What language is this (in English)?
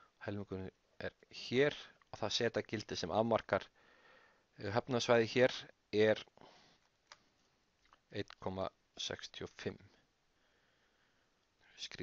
Icelandic